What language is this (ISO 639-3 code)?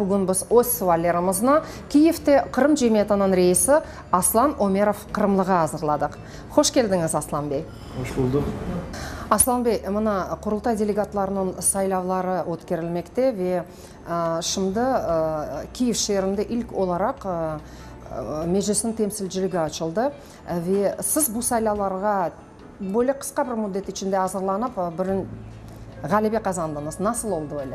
crh